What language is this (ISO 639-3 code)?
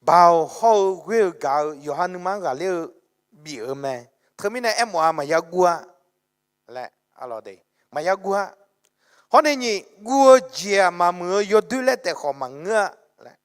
ahk